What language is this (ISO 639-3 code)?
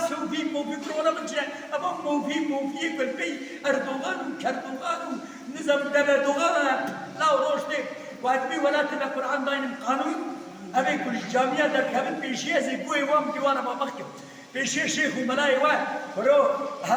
kur